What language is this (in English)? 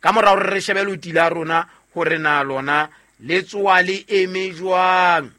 Southern Sotho